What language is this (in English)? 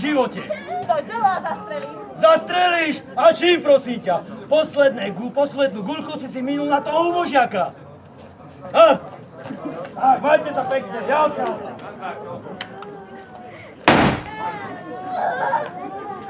Slovak